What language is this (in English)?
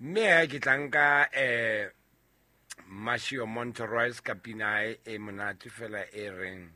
Southern Sotho